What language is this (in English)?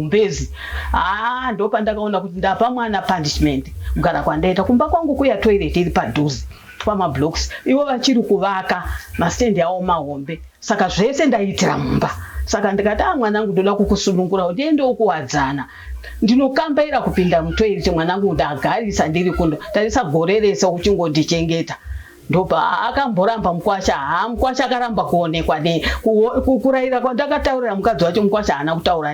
Shona